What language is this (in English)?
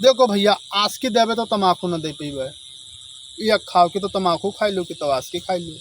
Awadhi